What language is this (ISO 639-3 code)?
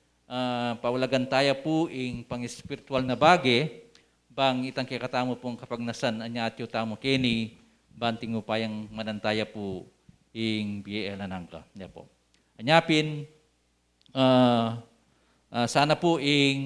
pam